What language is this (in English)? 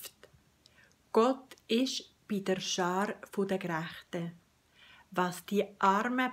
Swiss German